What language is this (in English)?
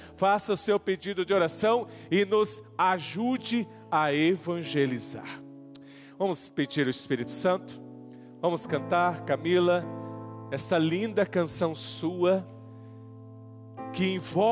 Portuguese